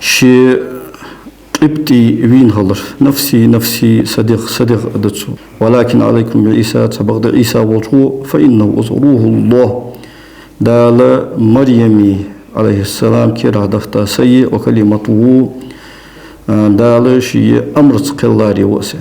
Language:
Ingush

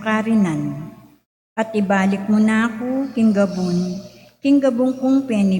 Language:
Pampanga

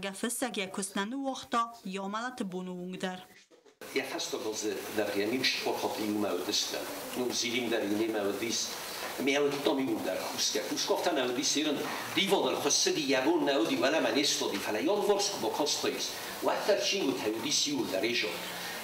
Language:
Ossetic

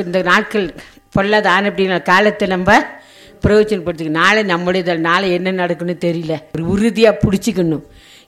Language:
Tamil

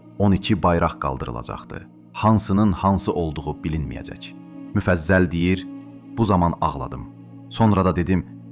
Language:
Azerbaijani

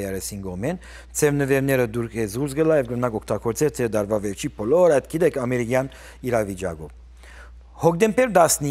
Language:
Western Armenian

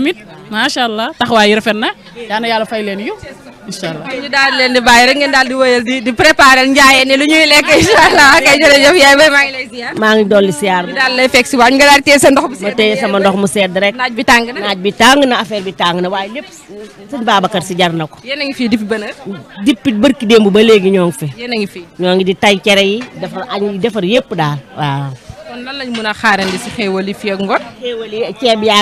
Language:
Wolof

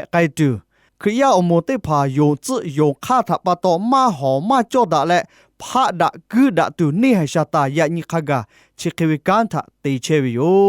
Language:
Lahu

